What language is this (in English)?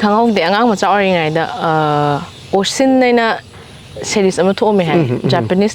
Manipuri